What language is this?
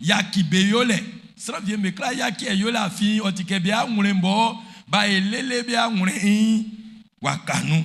Baoulé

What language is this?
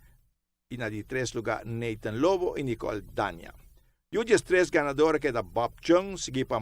Papiamento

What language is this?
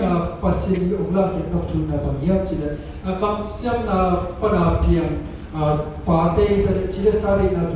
Tedim Chin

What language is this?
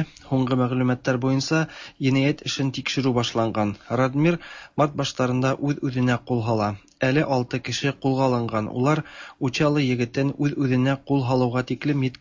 Tatar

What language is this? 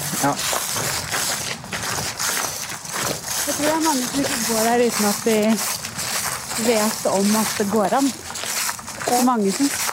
Norwegian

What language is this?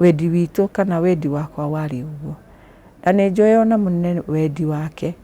Kikuyu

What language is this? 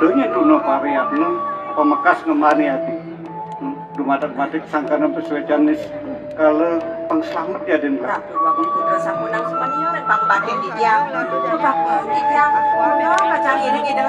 Balinese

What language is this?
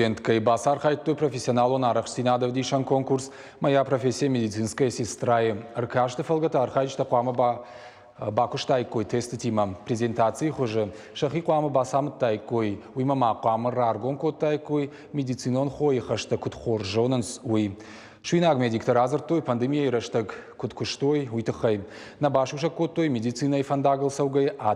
Ossetic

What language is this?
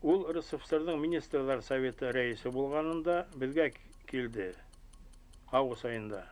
Bashkir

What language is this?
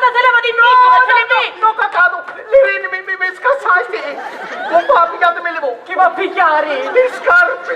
Sicilian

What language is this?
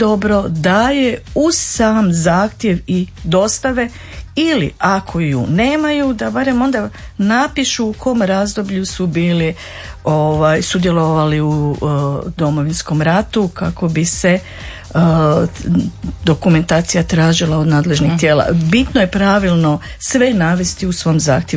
Croatian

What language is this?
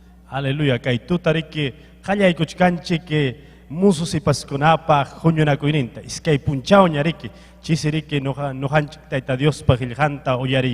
Ayacucho Quechua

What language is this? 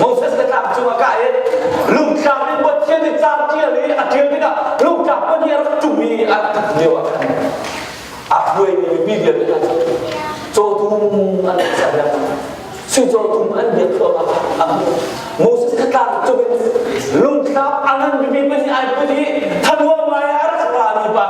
Hakha Chin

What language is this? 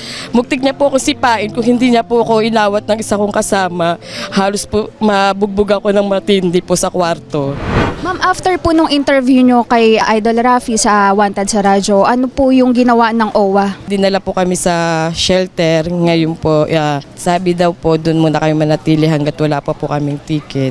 Filipino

